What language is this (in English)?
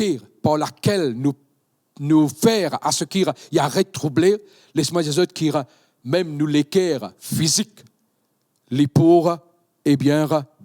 Morisyen